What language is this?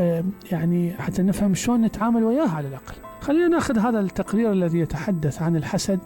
Mesopotamian Arabic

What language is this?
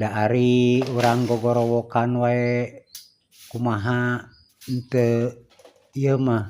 Sundanese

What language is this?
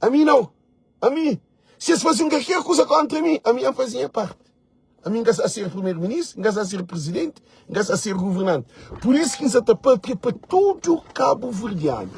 Kabuverdianu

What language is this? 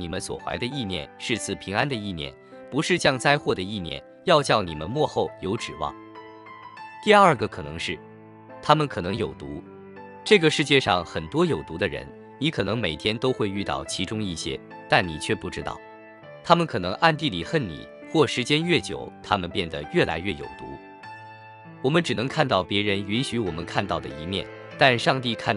Chinese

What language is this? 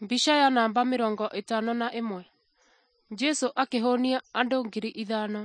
Kikuyu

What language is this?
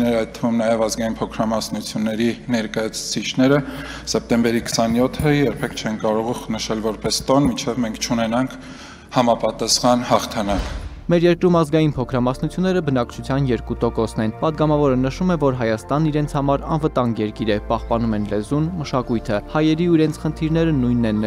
Armenian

